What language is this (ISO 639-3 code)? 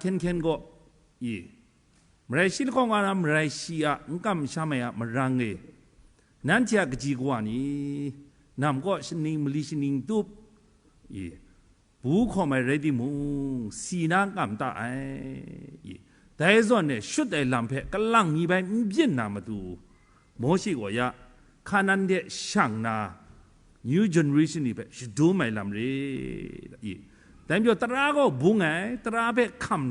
kac